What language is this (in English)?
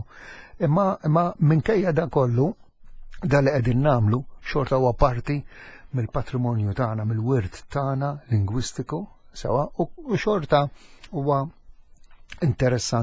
Maltese